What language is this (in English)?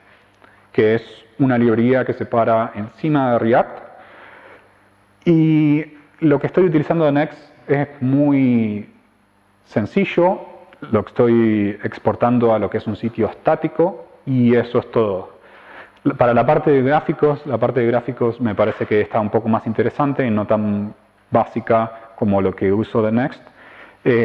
Spanish